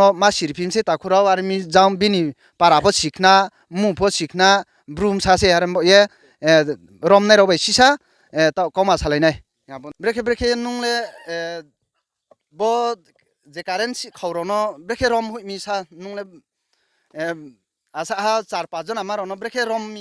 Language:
Riang (India)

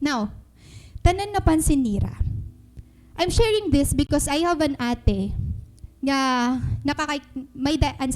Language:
Waray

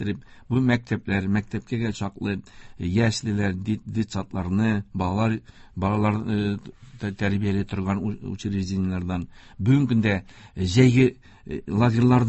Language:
Tatar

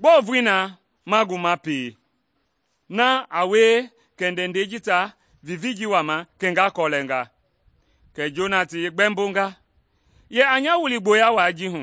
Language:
Mende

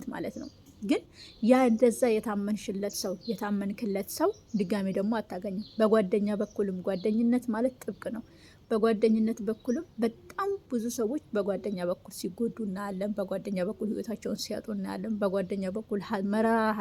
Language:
Amharic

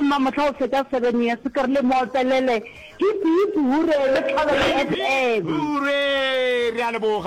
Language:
Northern Sotho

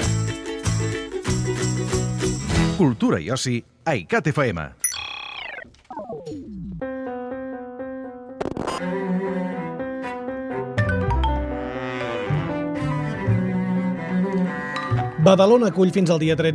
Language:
Catalan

